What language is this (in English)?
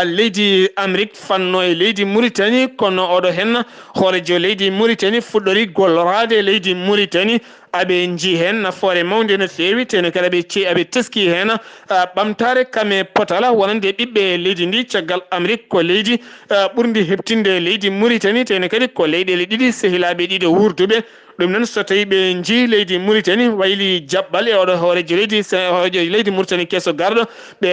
Fula